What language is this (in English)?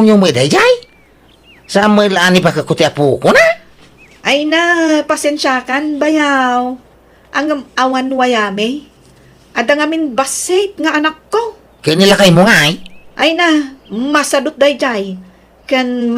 Iloko